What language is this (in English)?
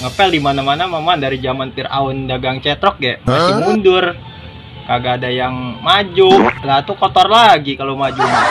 Betawi